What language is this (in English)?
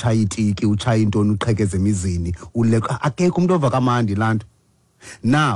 Xhosa